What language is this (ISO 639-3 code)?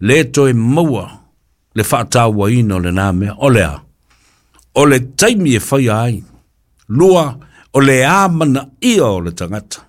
smo